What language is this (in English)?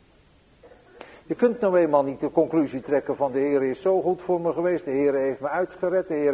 Dutch